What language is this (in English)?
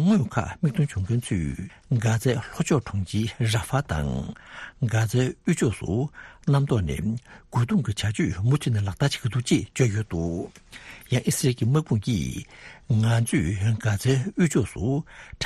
Tibetan